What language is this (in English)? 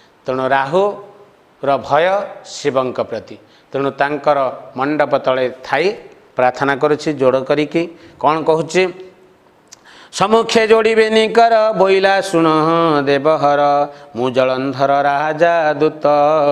Odia